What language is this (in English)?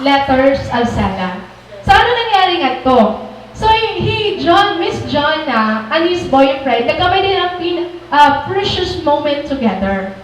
Waray